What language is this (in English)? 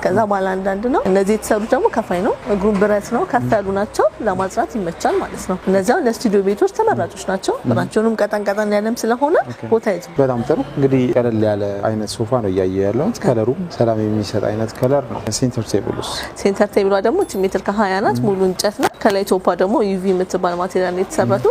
Amharic